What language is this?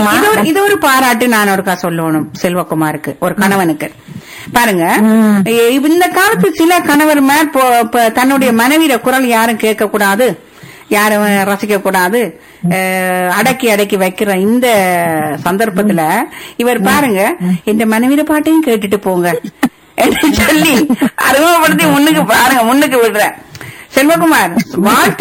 Tamil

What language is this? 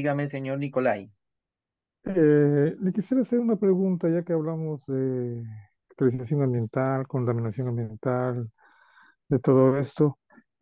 Spanish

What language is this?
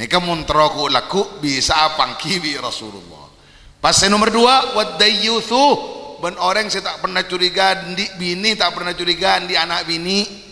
Madurese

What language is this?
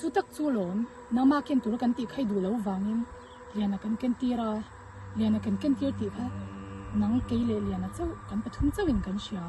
Mizo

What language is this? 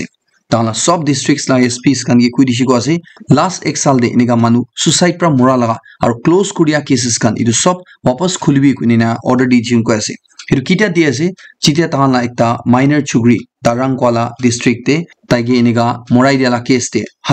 Naga Pidgin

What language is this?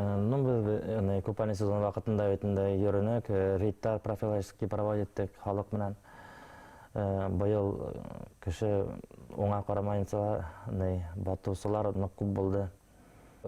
Bashkir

